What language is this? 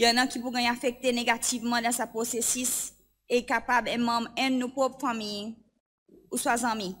Seselwa Creole French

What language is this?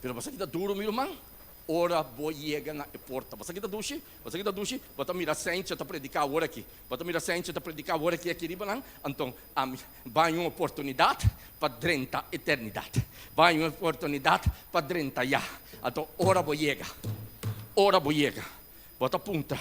Papiamento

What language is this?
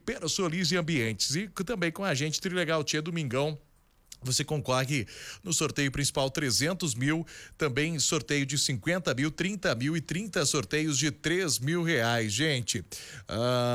Portuguese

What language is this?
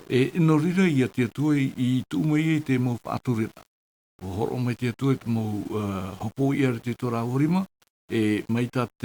Tahitian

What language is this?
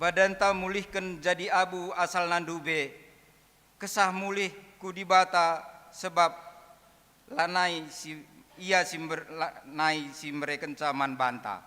Batak Karo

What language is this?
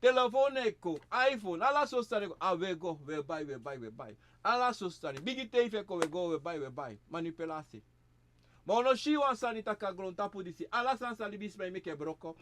Sranan Tongo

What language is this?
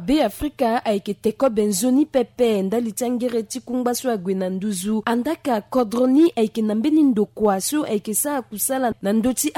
Sango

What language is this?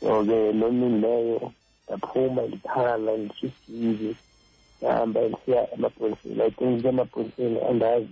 Xhosa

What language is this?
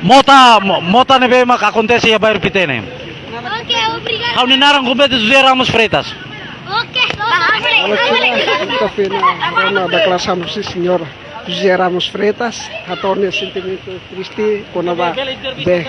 Tetum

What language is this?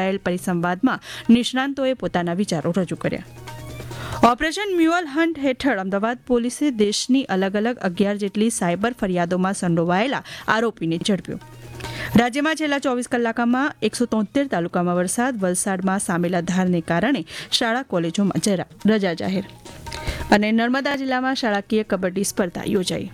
Gujarati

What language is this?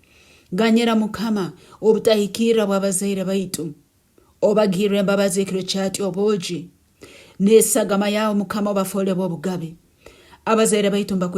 Nyoro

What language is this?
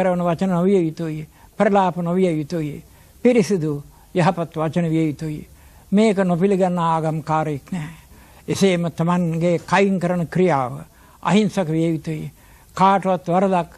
Sinhala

